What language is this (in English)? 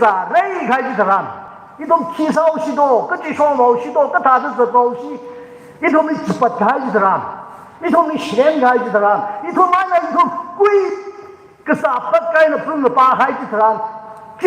Tangkhul Naga (India)